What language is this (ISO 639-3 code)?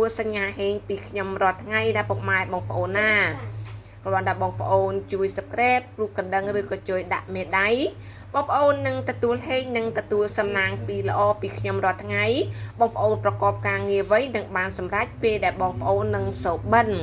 khm